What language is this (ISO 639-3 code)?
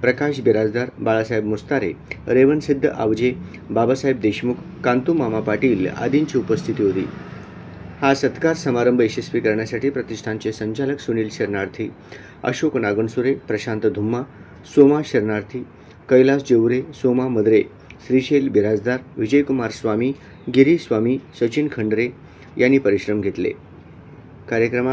mar